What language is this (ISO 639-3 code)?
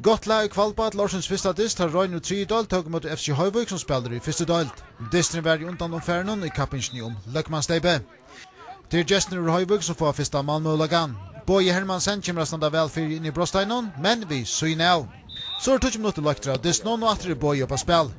fao